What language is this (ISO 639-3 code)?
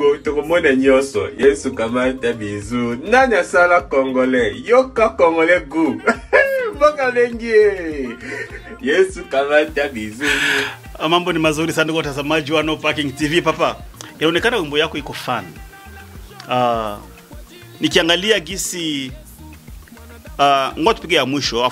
swa